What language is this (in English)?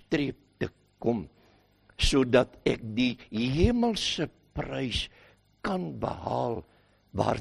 Afrikaans